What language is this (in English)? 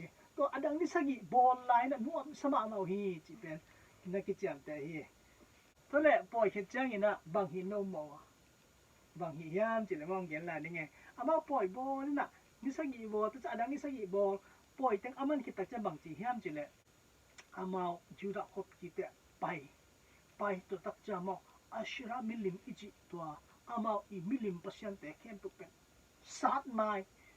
Tedim Chin